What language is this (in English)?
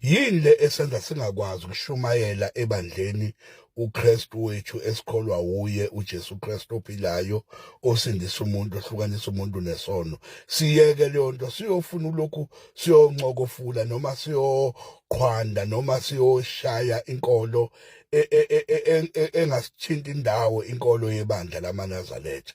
Zulu